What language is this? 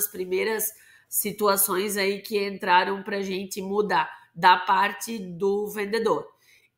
Portuguese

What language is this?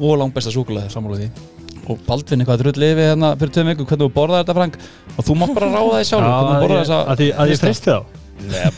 Icelandic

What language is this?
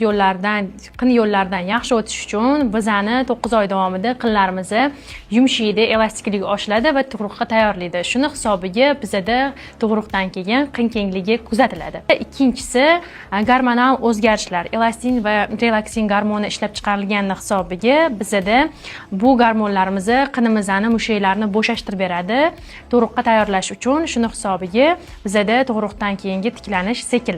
Uzbek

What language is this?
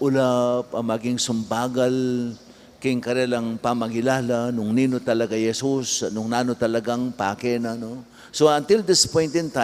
Pampanga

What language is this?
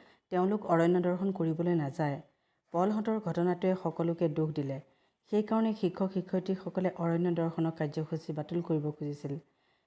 Assamese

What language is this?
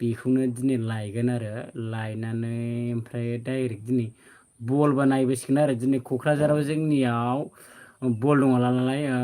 Bodo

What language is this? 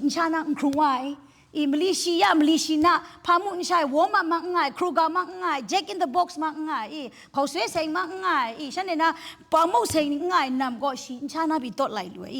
Kachin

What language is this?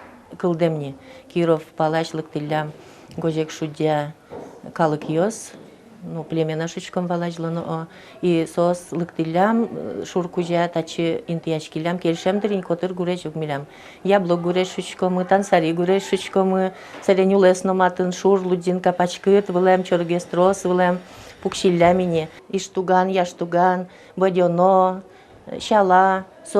Udmurt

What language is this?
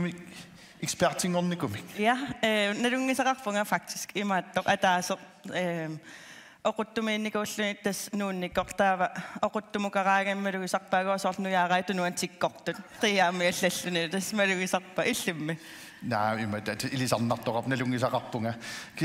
Kalaallisut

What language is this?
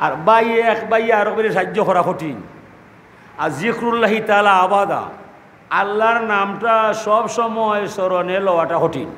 Sylheti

